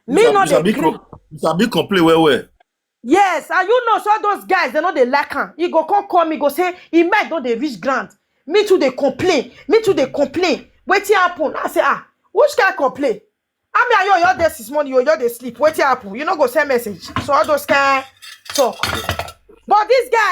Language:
Nigerian Pidgin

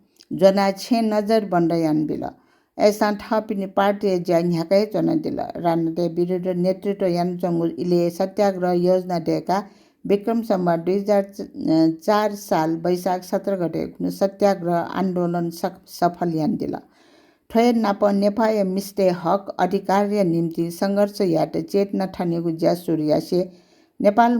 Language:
Newari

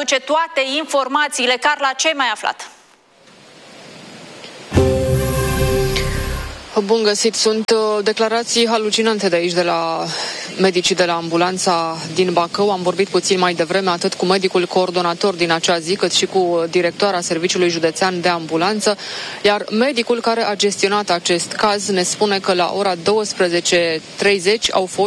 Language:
Romanian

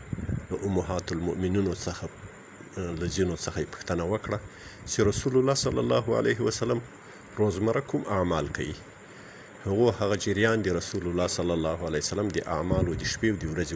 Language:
Pashto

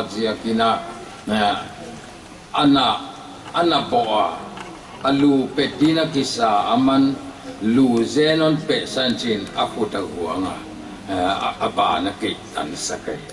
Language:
Paite Chin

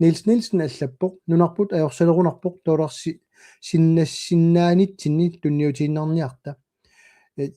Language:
Kalaallisut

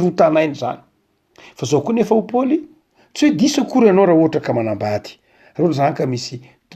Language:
Malagasy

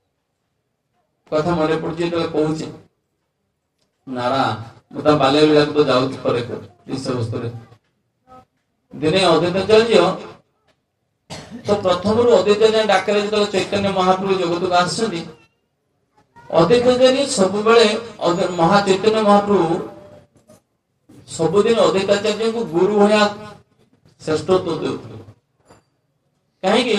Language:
Odia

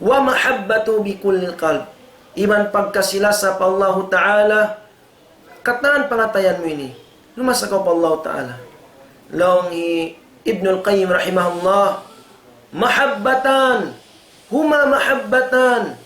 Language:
Tausug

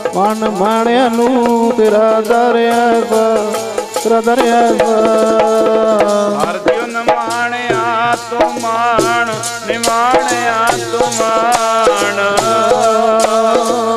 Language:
Punjabi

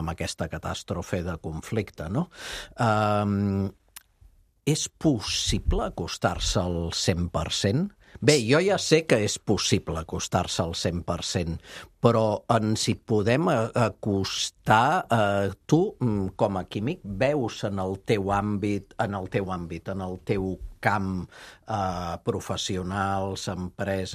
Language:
Catalan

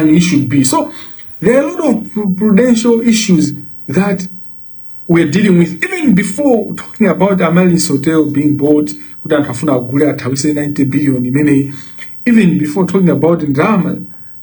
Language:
Nyanja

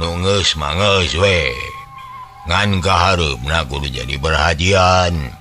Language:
Sundanese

